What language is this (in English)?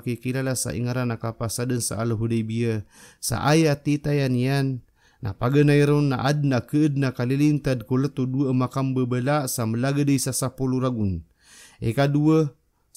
Maranao